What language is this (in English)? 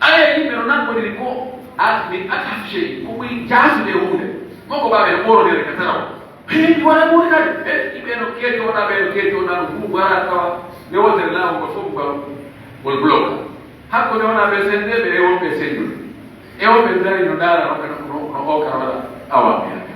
Pular